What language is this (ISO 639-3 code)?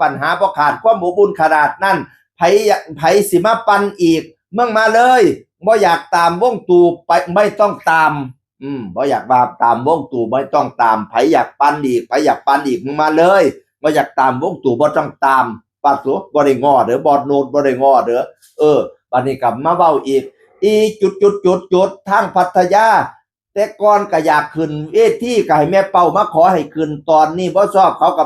tts